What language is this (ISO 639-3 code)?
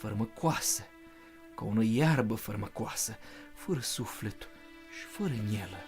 rup